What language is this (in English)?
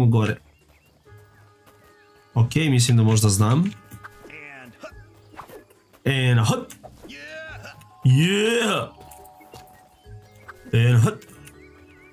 Croatian